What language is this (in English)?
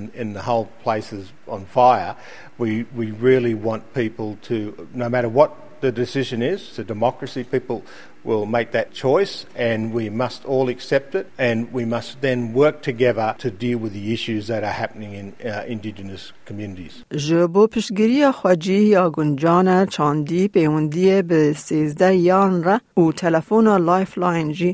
Kurdish